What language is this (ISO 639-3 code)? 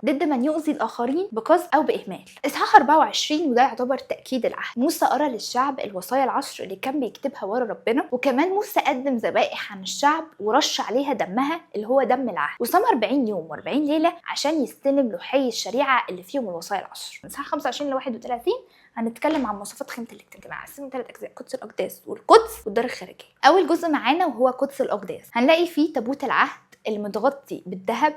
arz